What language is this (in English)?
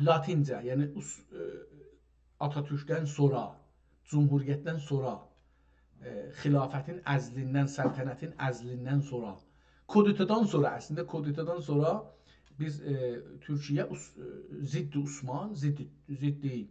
South Azerbaijani